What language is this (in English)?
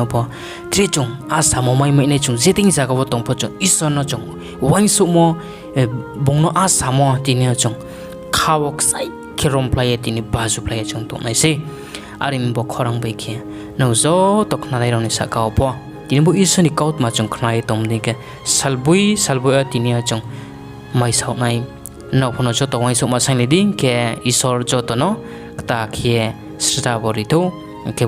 Riang (India)